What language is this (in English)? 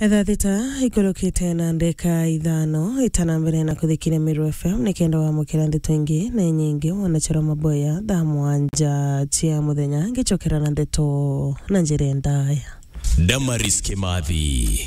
Meru